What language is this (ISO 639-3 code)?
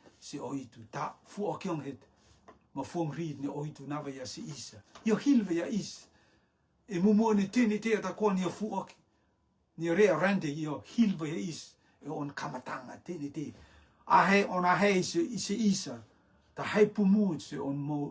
rtm